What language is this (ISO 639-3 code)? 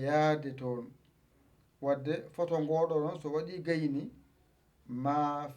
ful